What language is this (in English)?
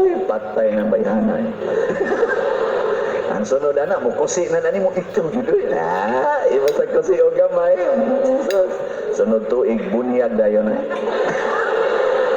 Cebuano